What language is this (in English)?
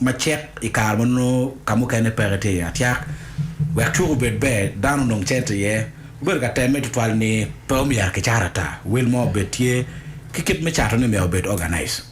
Acoli